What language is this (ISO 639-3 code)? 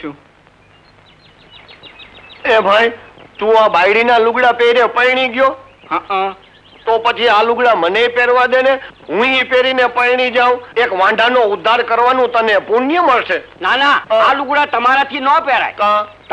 guj